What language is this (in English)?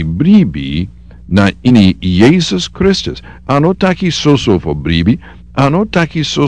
Sranan Tongo